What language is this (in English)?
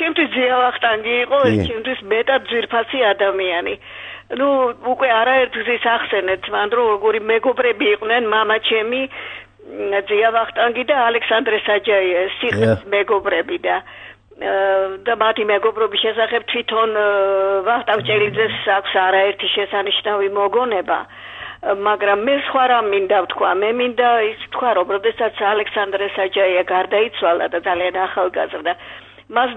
Georgian